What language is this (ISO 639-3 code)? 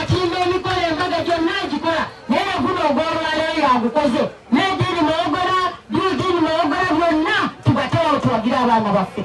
lug